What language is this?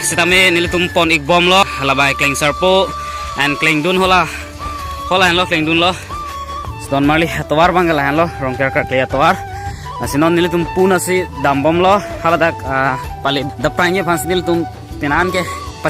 Karbi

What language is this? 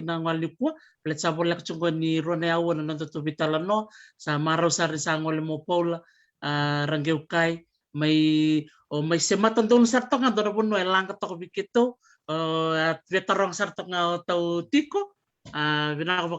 Fijian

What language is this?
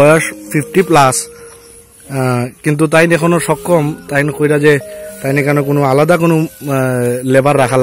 Sylheti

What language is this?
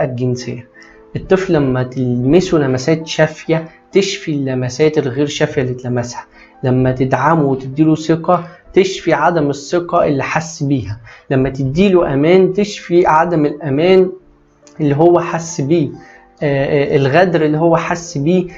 Egyptian Arabic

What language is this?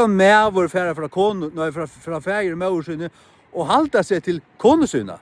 Faroese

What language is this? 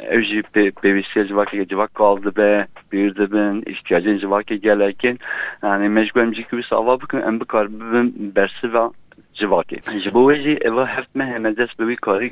Kurdish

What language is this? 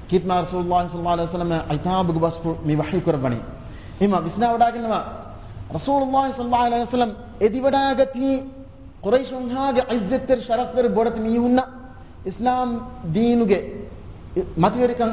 Divehi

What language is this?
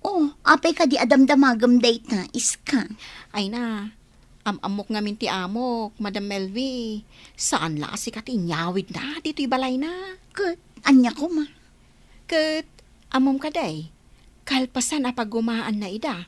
Iloko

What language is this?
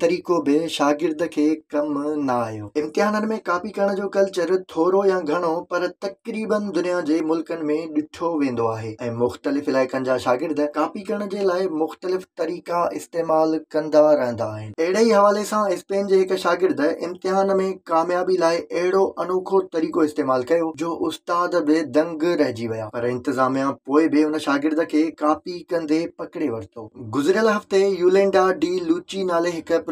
Sindhi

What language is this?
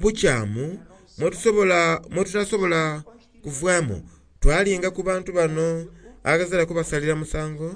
Soga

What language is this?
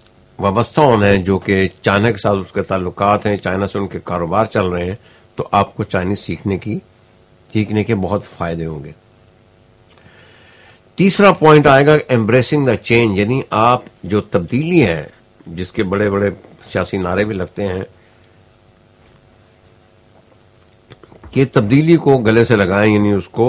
Urdu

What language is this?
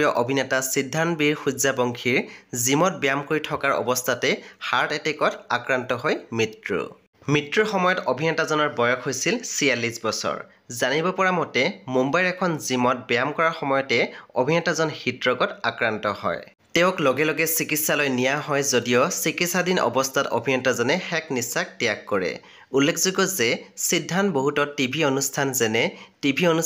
Assamese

